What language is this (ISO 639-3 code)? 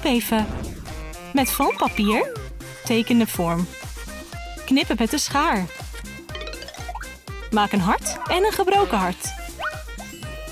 nld